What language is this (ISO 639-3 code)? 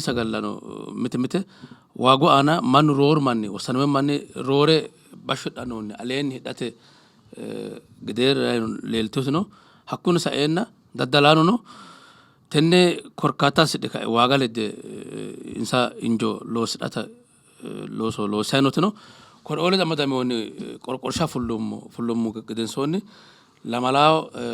sid